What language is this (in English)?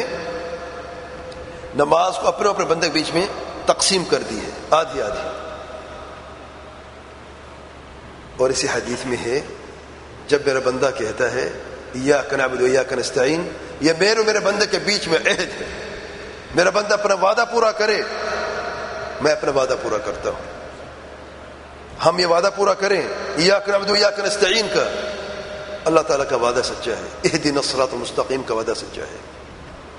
Urdu